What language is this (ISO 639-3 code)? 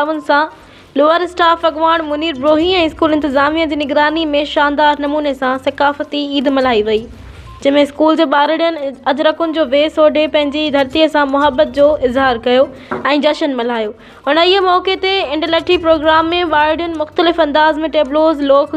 snd